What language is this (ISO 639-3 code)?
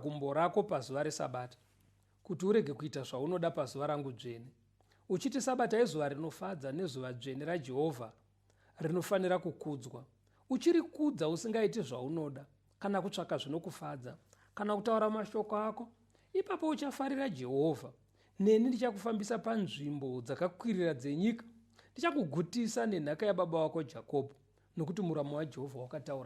sna